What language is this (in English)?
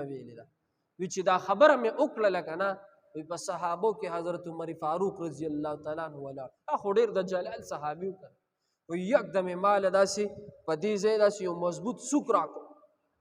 Pashto